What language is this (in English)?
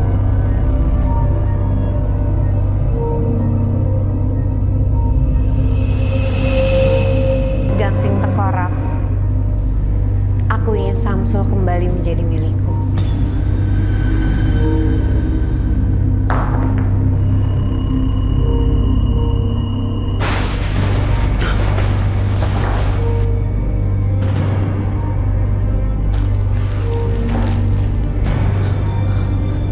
Indonesian